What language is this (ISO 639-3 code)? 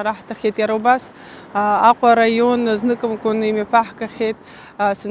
abk